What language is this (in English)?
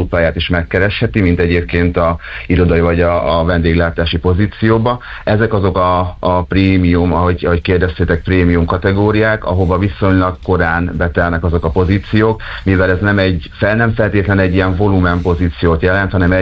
Hungarian